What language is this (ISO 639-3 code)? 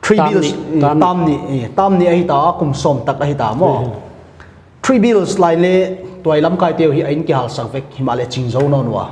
pck